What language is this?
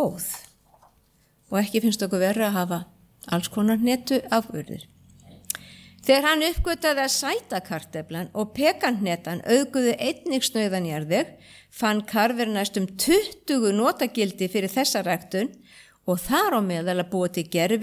Icelandic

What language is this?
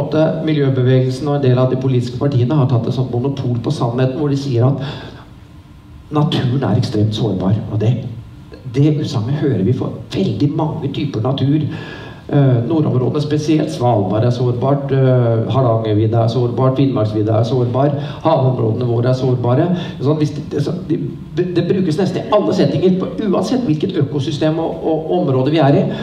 Norwegian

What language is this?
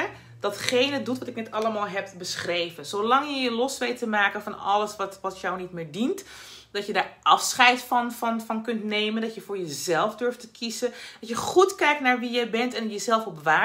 Dutch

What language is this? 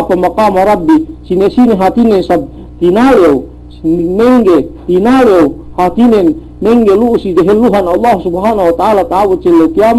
Yakan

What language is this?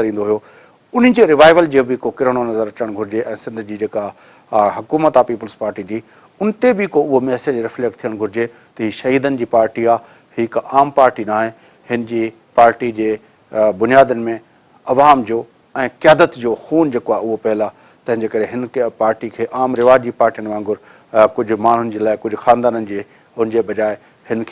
Sindhi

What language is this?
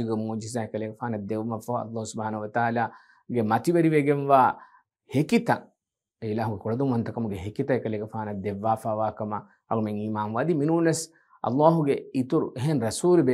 Divehi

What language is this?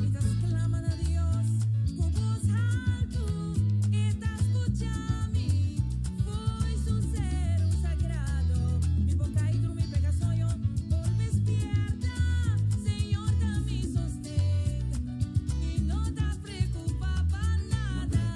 Papiamento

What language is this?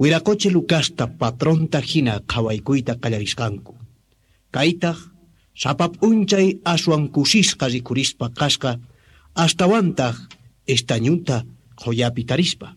Quechua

